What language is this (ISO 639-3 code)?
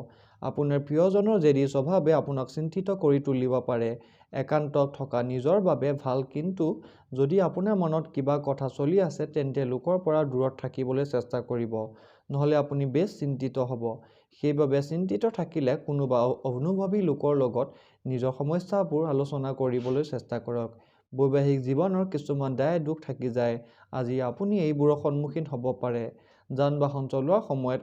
asm